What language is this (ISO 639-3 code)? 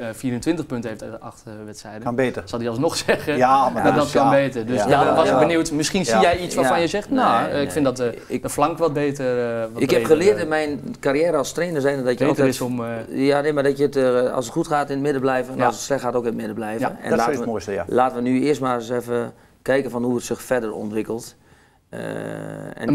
nld